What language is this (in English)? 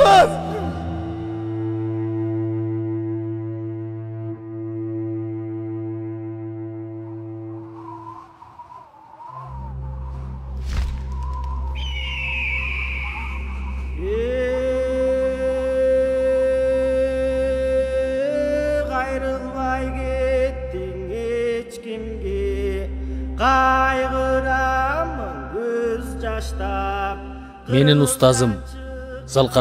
Kyrgyz